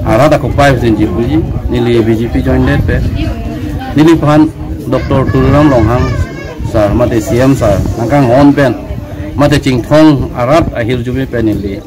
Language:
Karbi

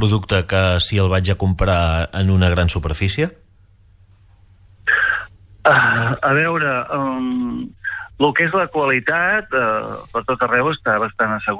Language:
Catalan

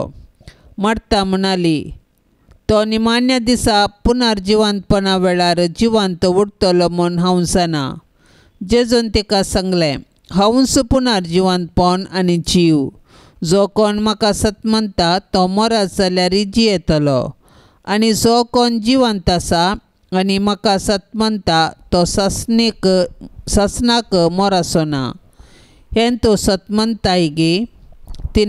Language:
Konkani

